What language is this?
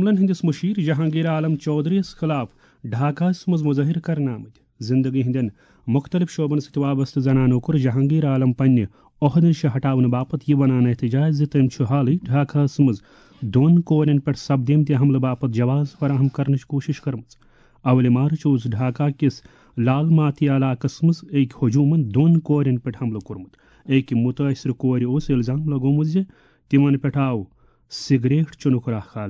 Kashmiri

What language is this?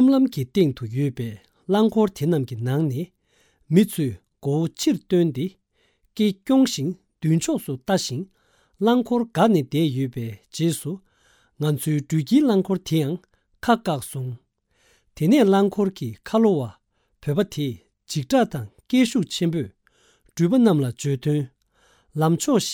Tibetan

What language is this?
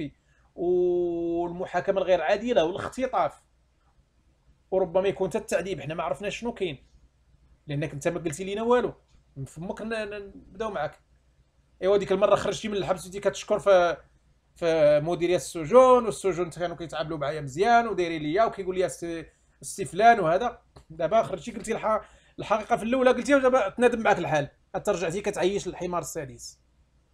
Moroccan Arabic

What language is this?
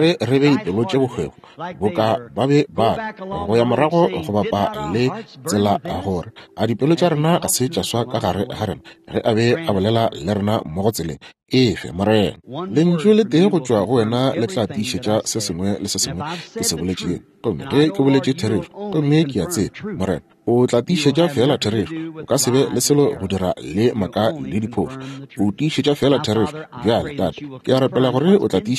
Northern Sotho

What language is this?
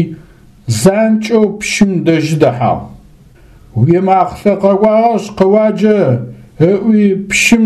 Adyghe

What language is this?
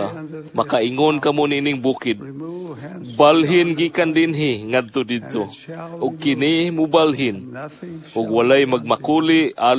Cebuano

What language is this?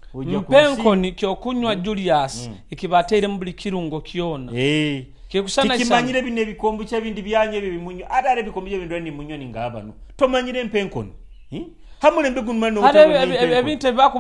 Nyoro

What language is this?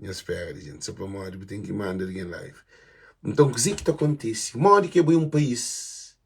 Kabuverdianu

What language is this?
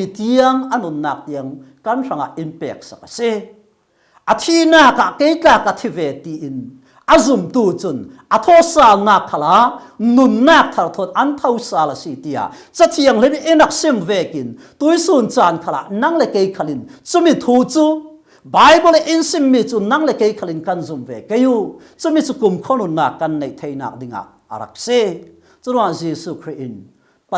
Falam Chin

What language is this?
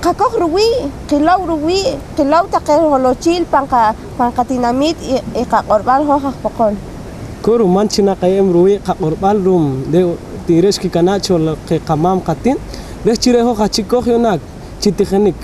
Poqomchi'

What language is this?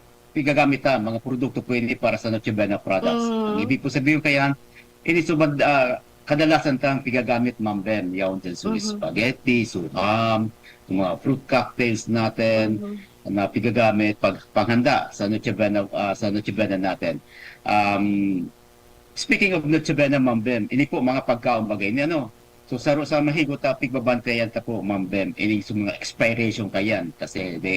Bikol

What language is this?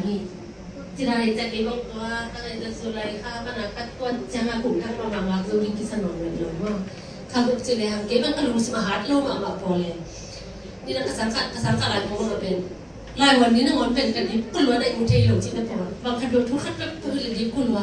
Tedim Chin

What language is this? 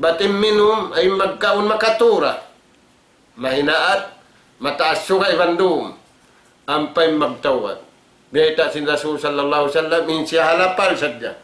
Tausug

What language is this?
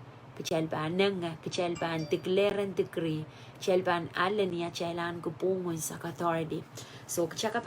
Pohnpeian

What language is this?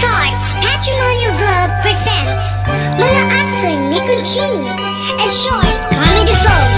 Waray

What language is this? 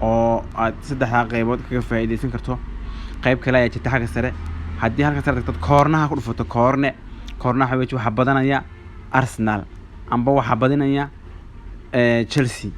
Somali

